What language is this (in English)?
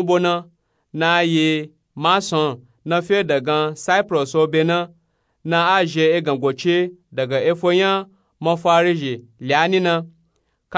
Nupe-Nupe-Tako